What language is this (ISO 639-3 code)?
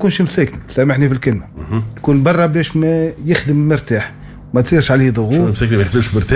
aeb